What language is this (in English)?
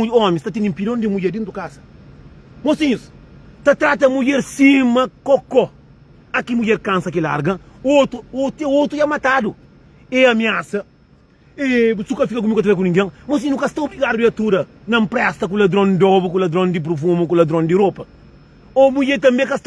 Kabuverdianu